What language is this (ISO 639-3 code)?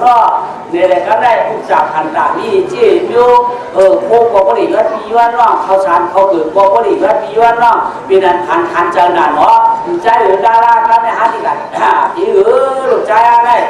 shn